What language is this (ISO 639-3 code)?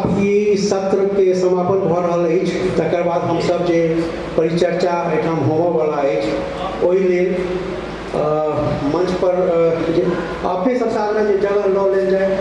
mai